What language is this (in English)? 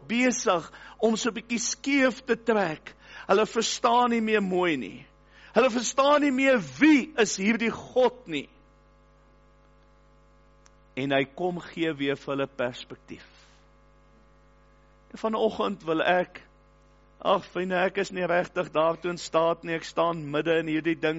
Afrikaans